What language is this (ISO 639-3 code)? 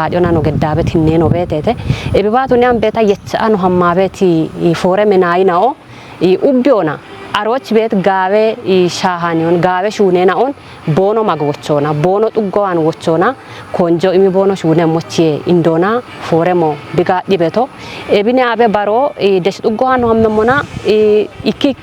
kbr